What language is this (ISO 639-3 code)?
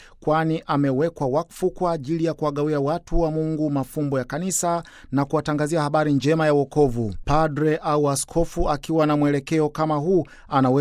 swa